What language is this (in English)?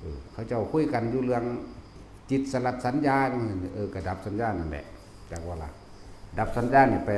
Northeastern Thai